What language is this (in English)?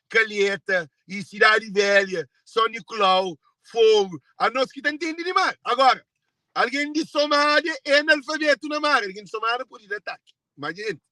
Kabuverdianu